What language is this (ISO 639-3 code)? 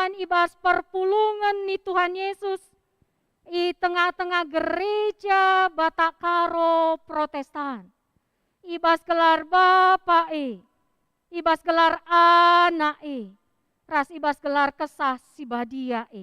btx